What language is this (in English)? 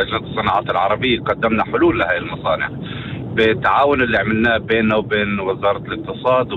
North Levantine Arabic